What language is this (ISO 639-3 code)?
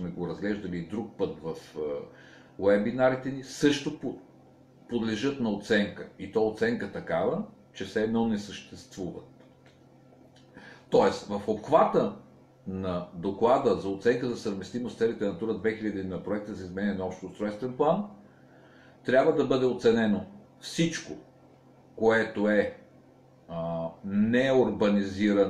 bul